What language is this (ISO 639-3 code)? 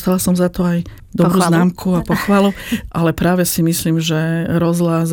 slk